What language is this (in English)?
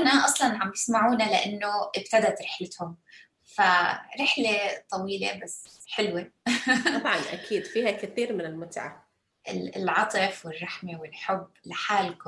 North Levantine Arabic